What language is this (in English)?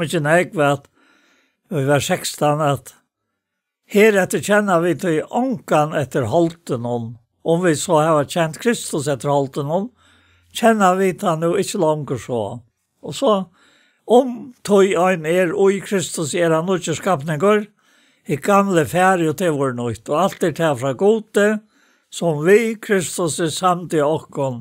Faroese